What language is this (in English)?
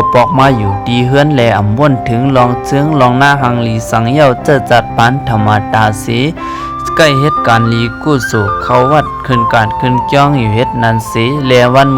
Shan